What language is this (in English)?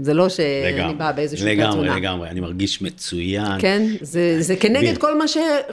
Hebrew